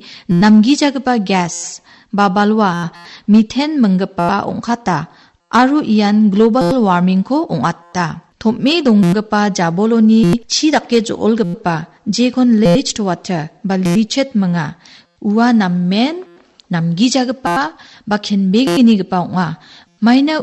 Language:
Garo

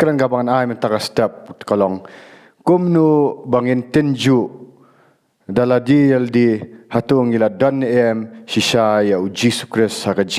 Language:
Khasi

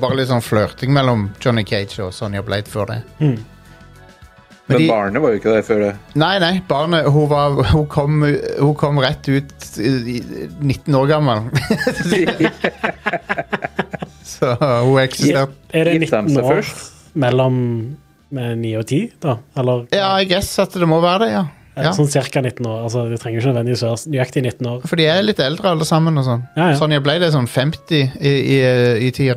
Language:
Norwegian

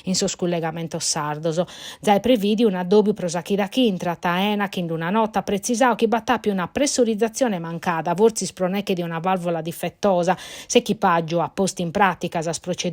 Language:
Sardinian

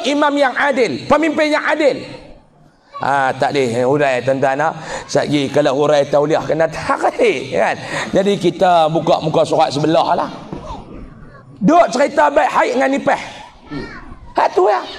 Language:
Malay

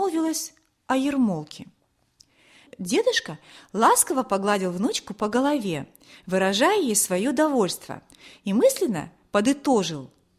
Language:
Russian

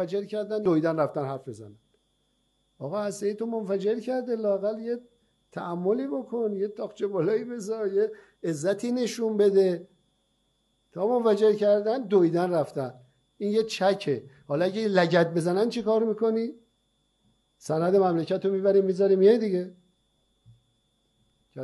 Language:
Persian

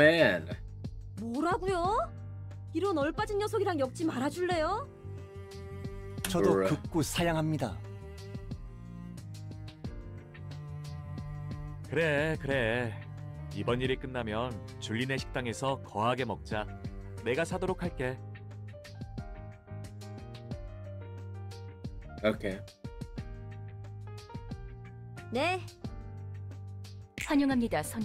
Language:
Korean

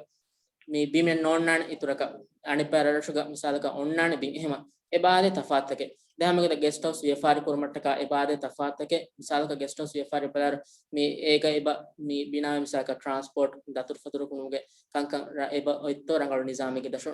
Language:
Divehi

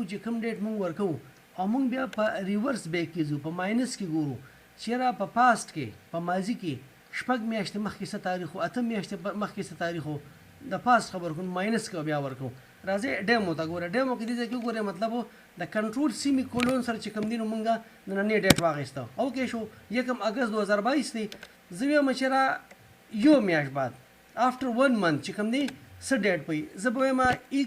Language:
Pashto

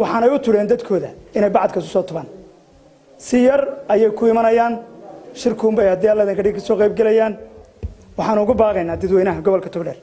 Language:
Somali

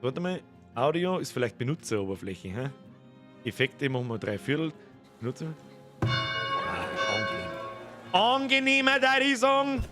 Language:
Bavarian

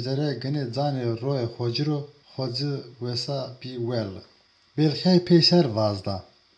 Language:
Zaza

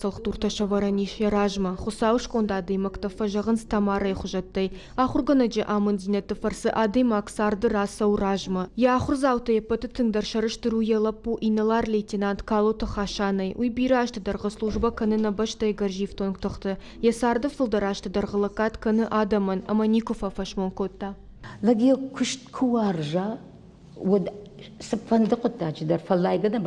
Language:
Ossetic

